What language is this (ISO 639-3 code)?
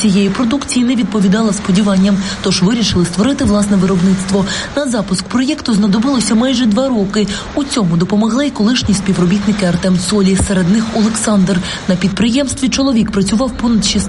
ukr